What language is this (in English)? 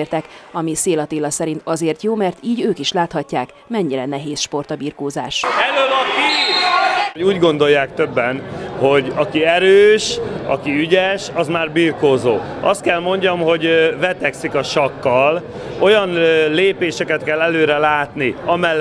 Hungarian